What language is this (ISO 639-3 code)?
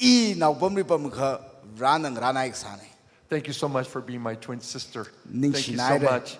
nmf